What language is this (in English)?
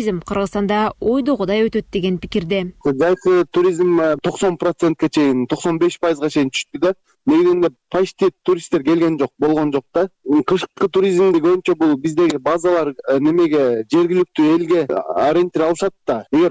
Kyrgyz